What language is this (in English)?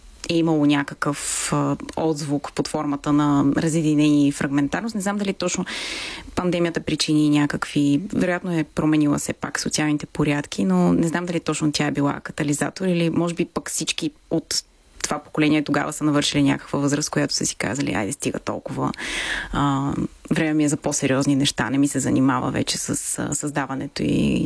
Bulgarian